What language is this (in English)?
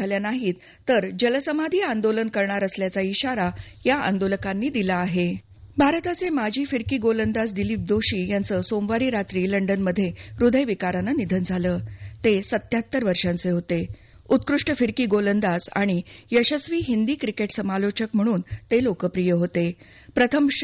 Marathi